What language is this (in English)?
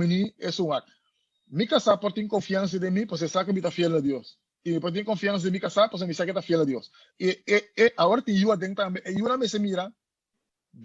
Papiamento